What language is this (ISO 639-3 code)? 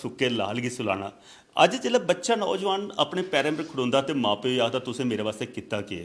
doi